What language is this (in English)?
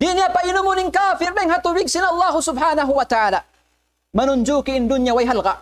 Tausug